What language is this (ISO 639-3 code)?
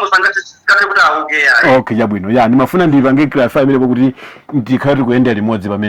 nya